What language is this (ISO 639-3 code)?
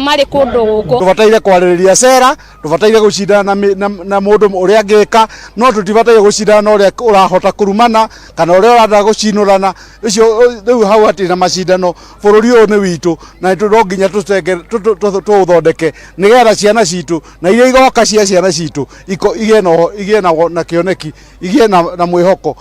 kik